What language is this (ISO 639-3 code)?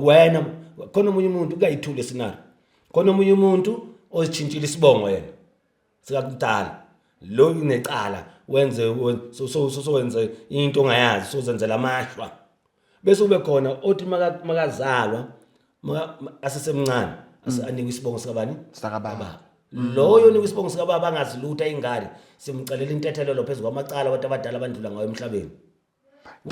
zul